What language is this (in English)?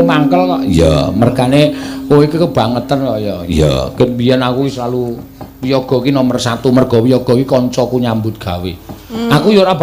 Javanese